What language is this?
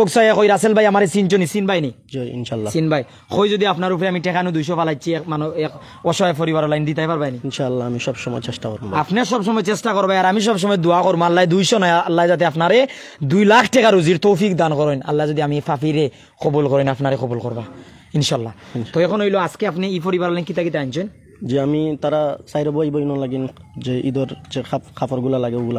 Sylheti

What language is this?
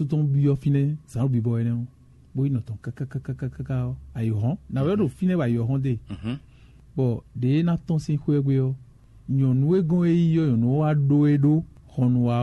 Fon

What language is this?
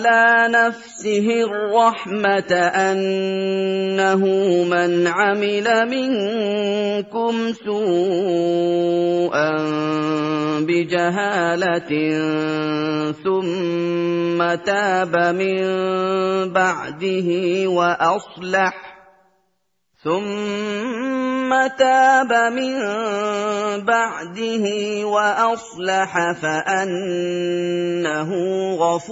Arabic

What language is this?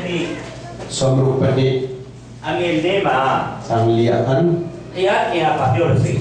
Hakha Chin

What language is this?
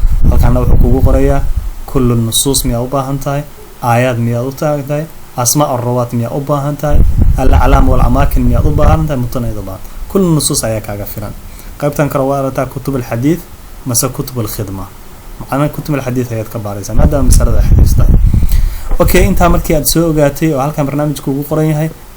Somali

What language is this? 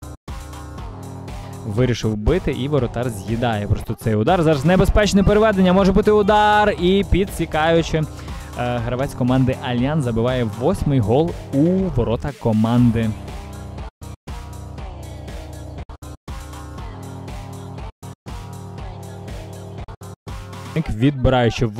Ukrainian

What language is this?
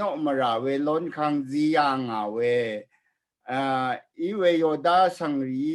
Rawang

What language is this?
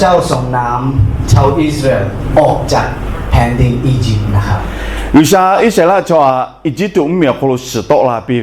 Lahu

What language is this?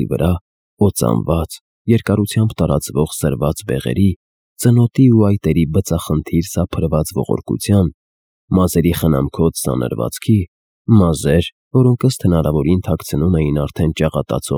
Armenian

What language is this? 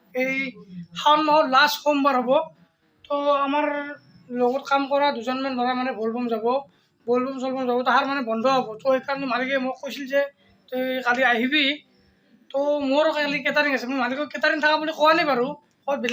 Assamese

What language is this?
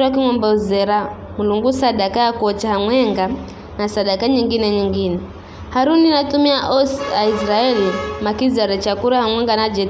Giryama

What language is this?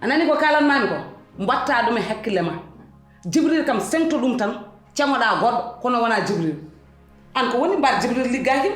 Fula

